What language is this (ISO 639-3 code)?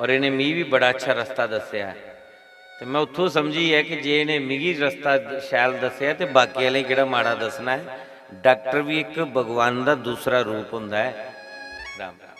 doi